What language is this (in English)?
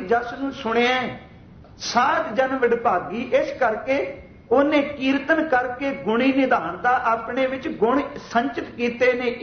Punjabi